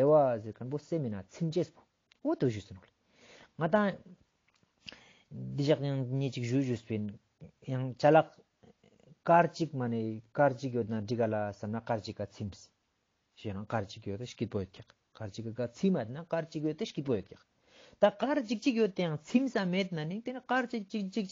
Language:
Ladakhi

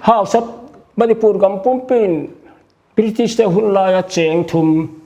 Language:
Paite Chin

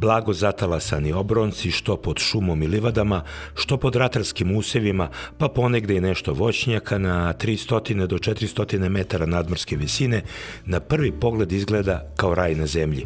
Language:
Serbian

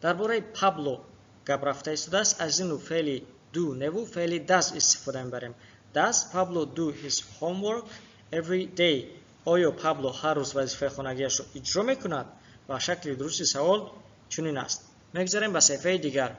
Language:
Tajik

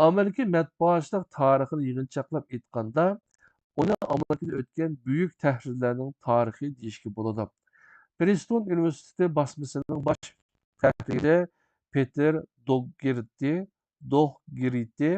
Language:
Uyghur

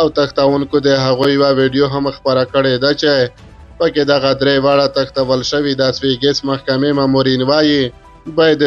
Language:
Pashto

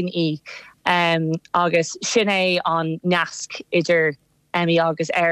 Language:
Irish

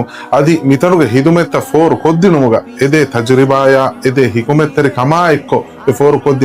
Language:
Divehi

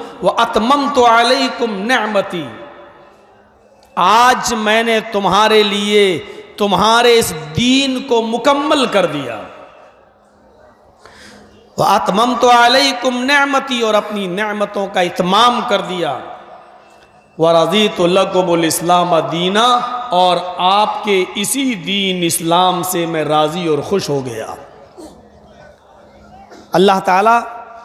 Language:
Urdu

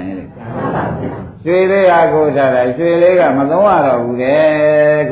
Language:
Burmese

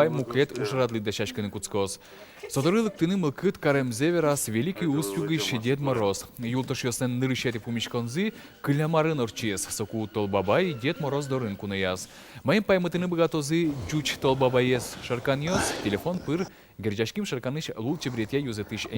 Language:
Udmurt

